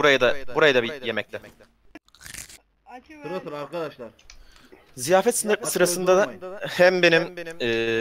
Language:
Turkish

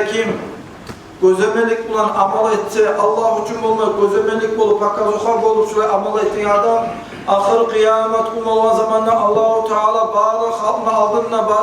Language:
Kumyk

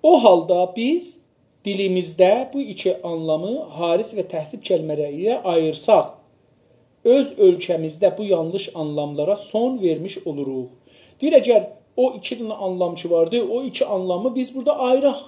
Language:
South Azerbaijani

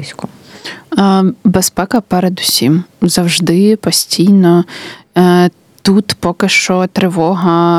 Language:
Ukrainian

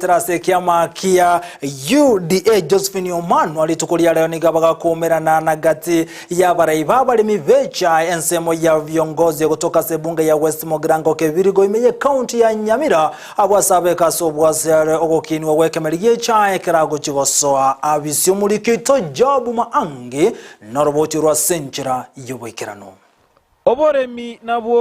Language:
Gusii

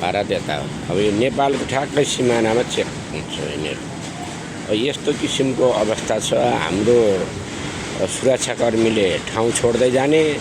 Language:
Nepali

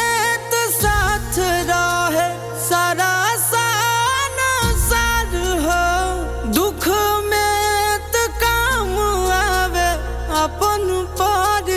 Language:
Magahi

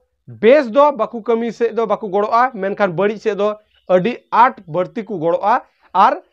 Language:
Santali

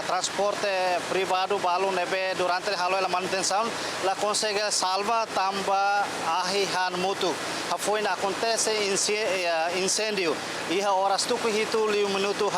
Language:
Tetum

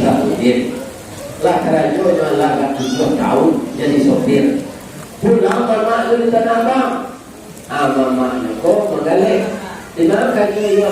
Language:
Minangkabau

